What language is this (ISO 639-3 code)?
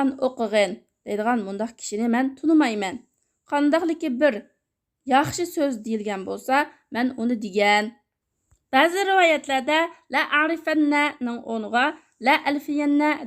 uig